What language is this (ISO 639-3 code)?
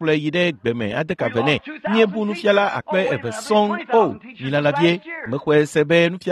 ewe